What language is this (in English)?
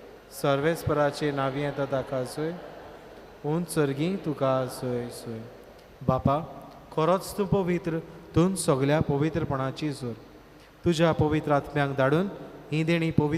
Konkani